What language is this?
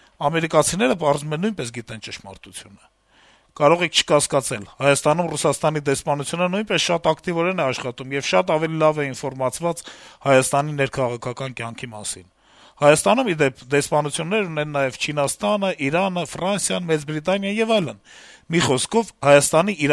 Armenian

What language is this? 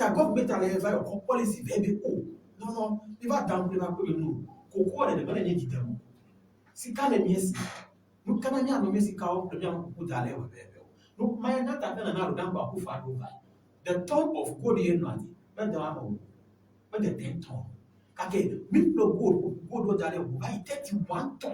Ewe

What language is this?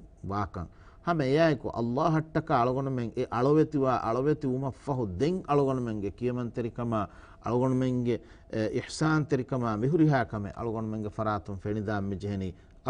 Divehi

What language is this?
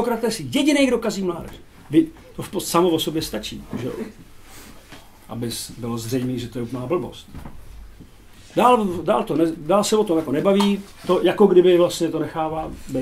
Czech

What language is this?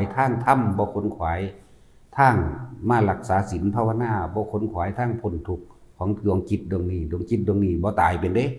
Northeastern Thai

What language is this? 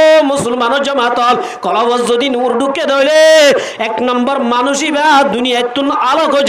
Rohingya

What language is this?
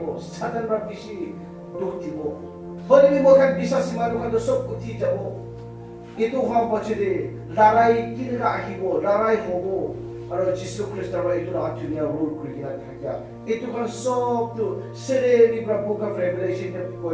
Naga Pidgin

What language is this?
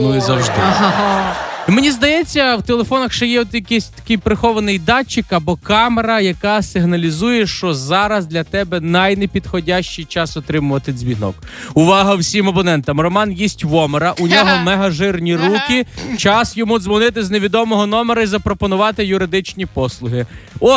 Ukrainian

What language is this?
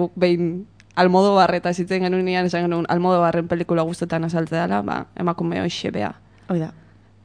Basque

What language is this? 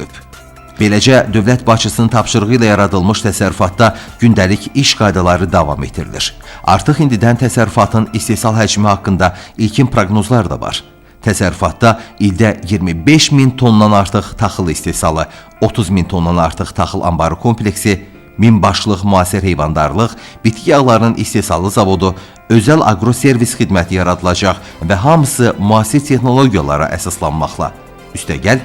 Azerbaijani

